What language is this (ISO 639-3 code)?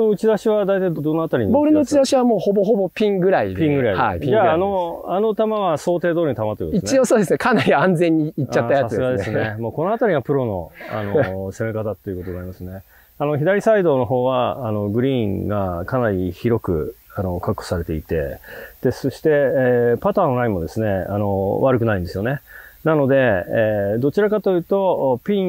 jpn